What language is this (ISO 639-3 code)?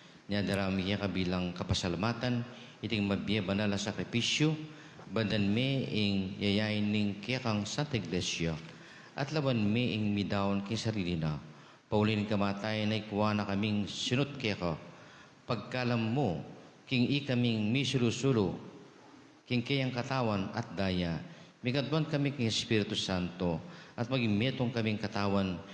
pam